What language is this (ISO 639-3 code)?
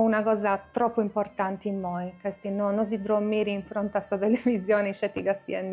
srd